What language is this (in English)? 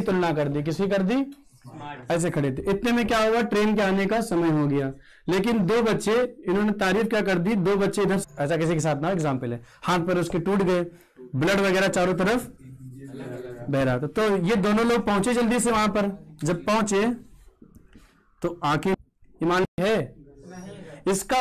Hindi